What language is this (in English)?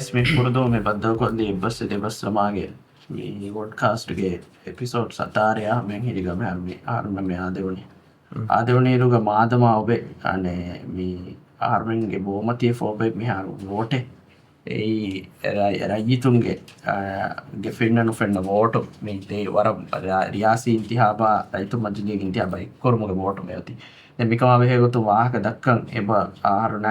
Divehi